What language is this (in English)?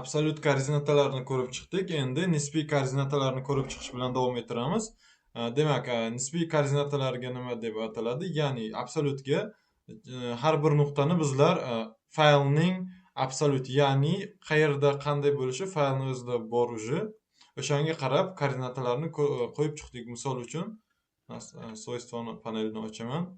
Uzbek